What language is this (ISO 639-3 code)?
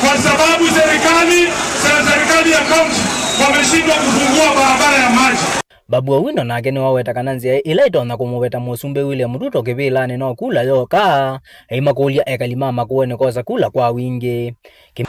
kam